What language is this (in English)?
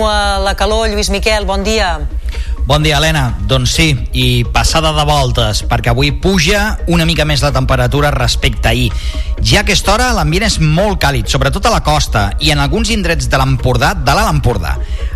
Catalan